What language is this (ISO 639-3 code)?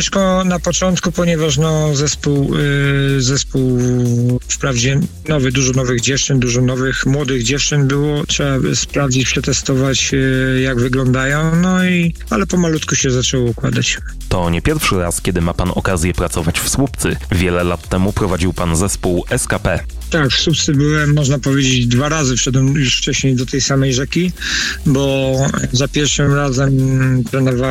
pol